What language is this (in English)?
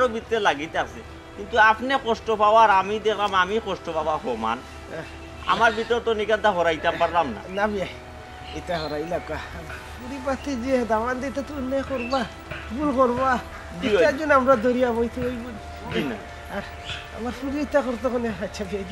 Sylheti